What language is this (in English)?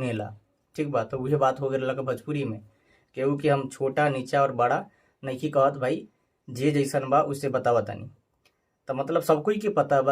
Bhojpuri